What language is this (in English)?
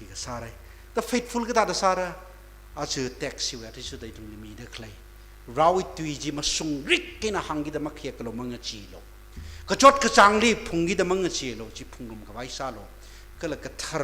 Tangkhul Naga (India)